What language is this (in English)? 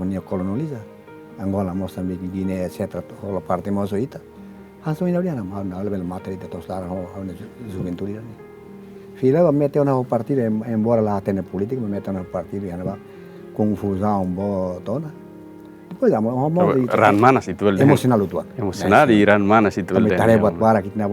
Tetum